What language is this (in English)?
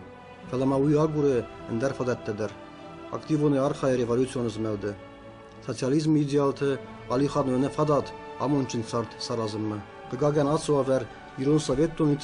Ossetic